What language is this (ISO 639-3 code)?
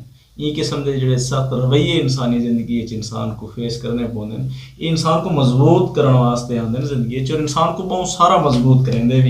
skr